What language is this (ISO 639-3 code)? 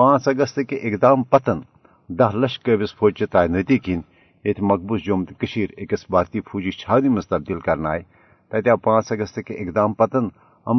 kas